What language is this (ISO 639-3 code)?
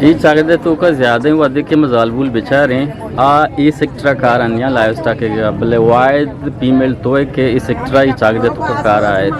bgp